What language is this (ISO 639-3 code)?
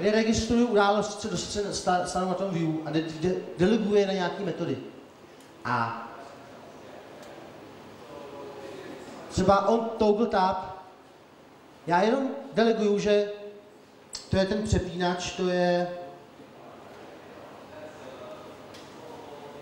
ces